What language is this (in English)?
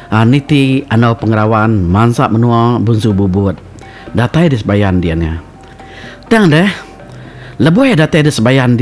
Iban